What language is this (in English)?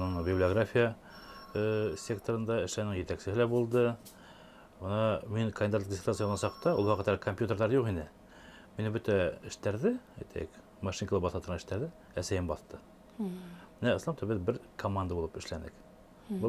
Bashkir